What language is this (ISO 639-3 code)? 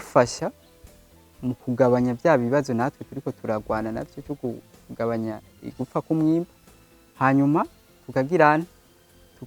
run